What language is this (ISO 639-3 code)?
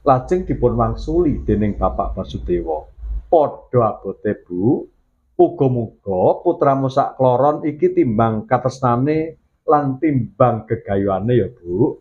jav